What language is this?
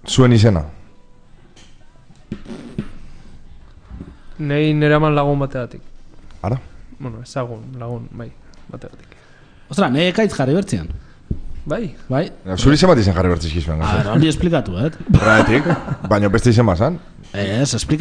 Basque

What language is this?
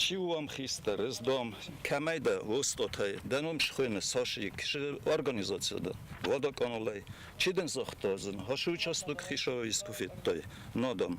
Ossetic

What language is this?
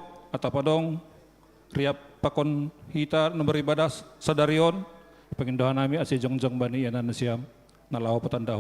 Batak Simalungun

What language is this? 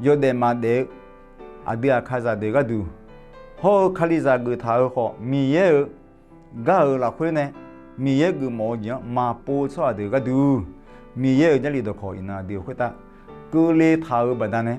Akha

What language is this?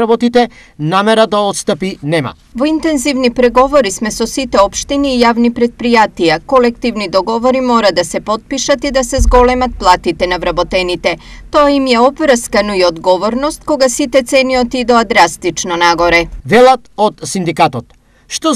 Macedonian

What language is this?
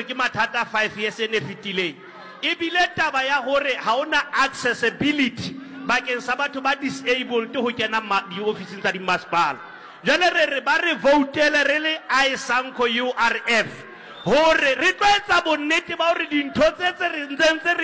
Southern Sotho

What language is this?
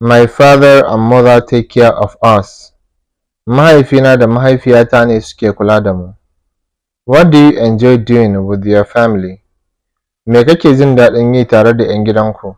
Hausa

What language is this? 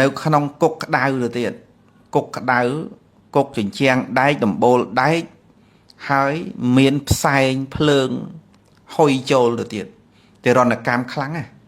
Khmer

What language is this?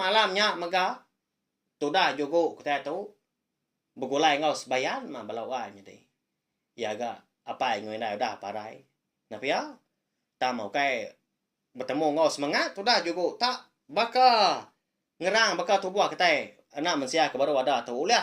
Iban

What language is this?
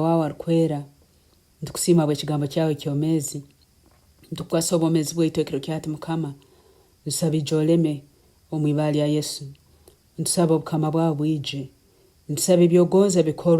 Nyoro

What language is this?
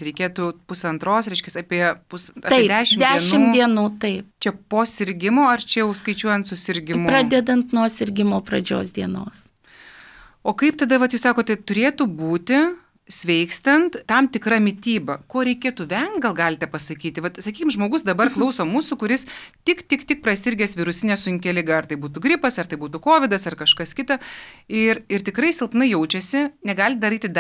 Lithuanian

